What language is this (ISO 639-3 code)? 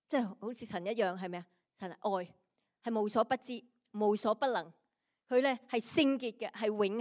yue